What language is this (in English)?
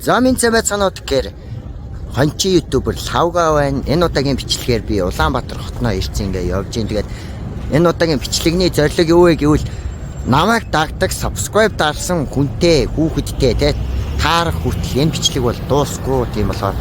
Mongolian